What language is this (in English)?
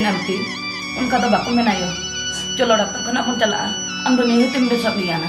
Santali